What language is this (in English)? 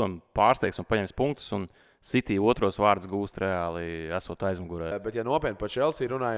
Latvian